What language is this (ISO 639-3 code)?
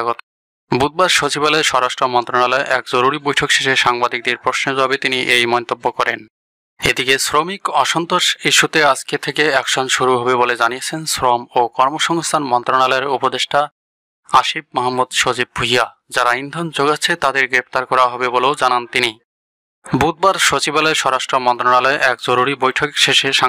ben